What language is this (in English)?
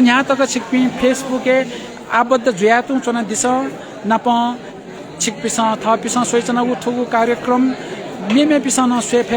Newari